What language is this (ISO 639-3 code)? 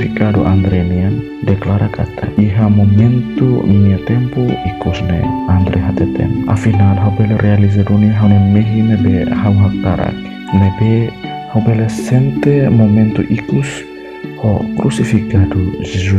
tet